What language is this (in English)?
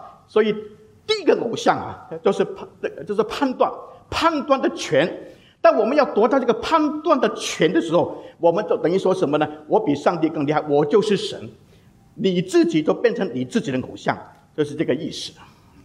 Chinese